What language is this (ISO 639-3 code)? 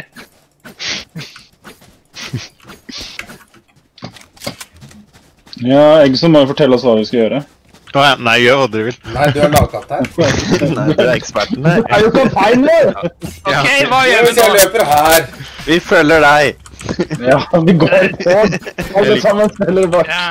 nor